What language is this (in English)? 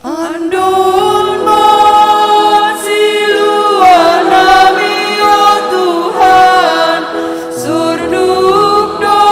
Batak Simalungun